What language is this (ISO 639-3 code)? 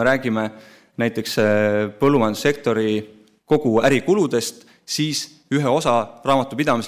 est